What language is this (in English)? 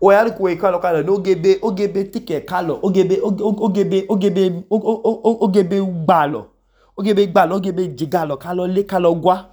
Idoma